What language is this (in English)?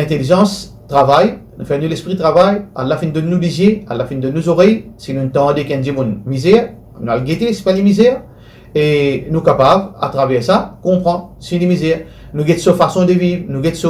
Morisyen